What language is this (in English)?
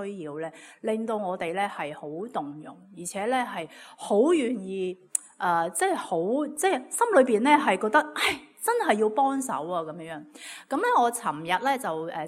Cantonese